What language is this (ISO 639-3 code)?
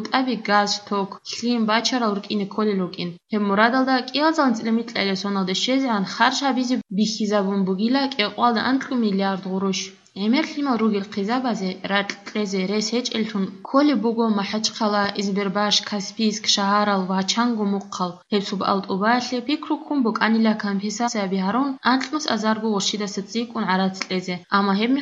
ava